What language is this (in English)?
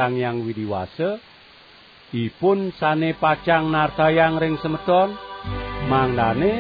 Balinese